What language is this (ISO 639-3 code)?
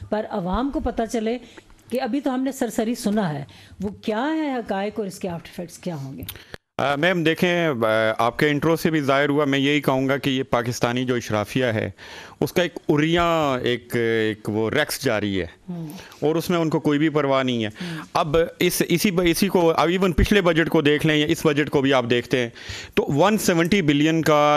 urd